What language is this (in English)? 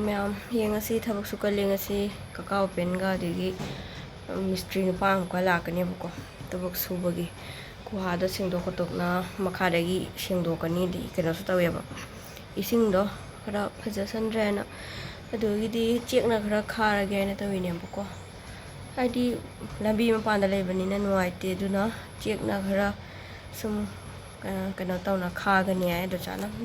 Manipuri